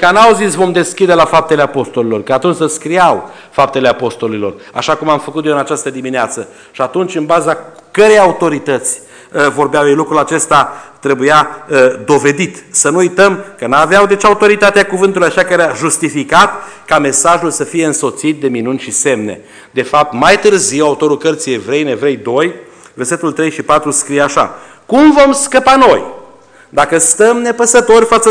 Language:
Romanian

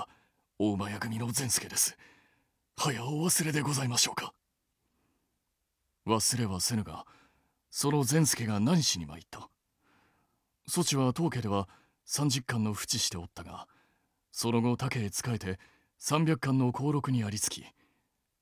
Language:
Japanese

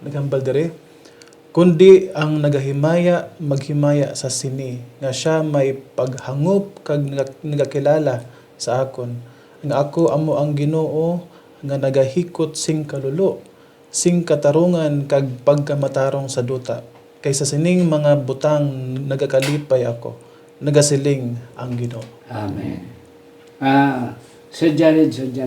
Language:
Hiligaynon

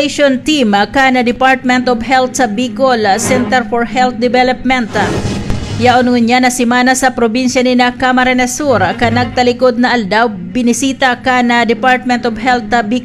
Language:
Bikol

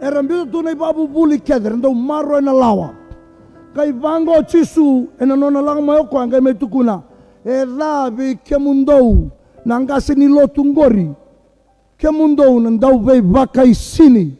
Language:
Fijian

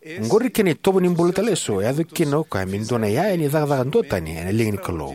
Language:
Fijian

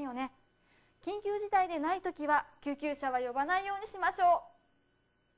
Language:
Japanese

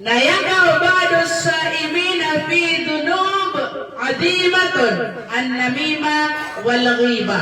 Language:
Maranao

